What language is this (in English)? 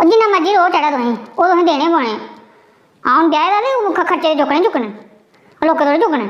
Dogri